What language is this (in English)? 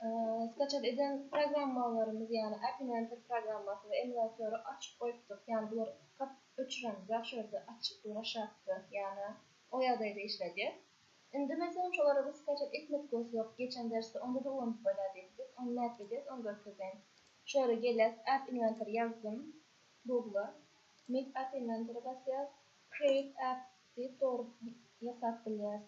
Turkmen